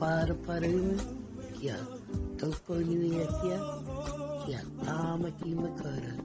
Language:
Māori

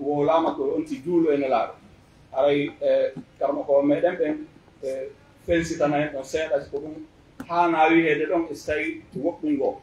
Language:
Pular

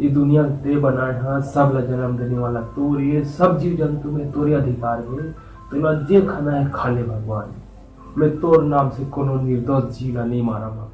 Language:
Chhattisgarhi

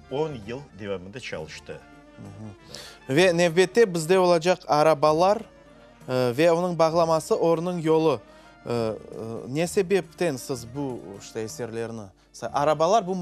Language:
Crimean Tatar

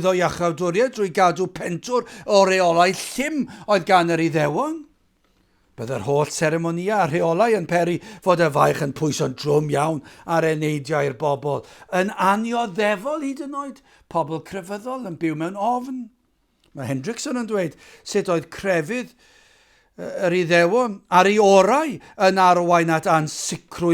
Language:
Welsh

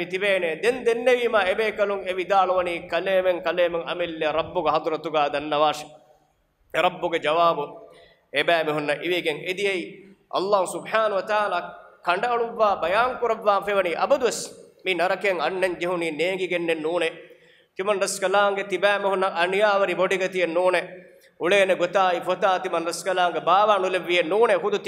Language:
Divehi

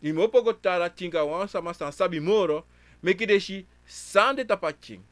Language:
Sranan Tongo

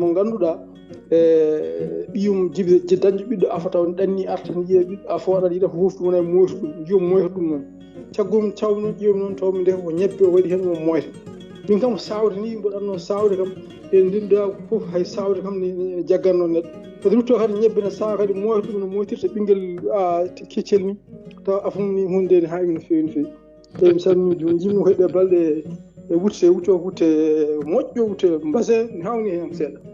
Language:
Fula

